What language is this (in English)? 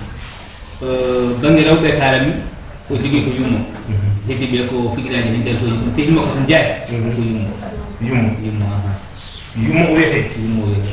Fula